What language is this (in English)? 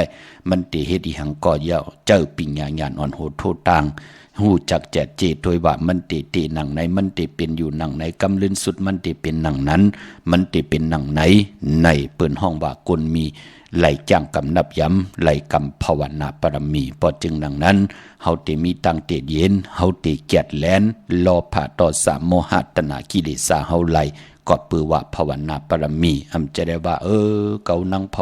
Shan